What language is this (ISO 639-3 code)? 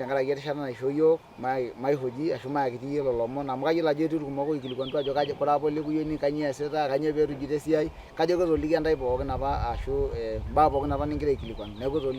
mas